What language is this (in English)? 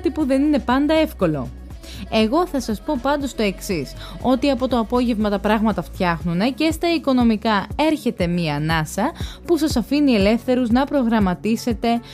Greek